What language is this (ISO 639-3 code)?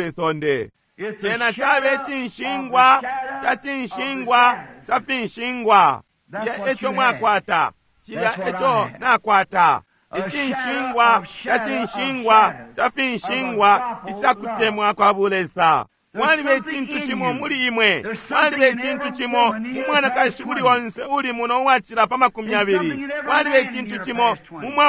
bem